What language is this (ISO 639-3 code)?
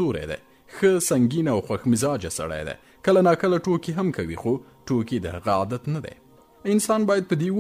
pus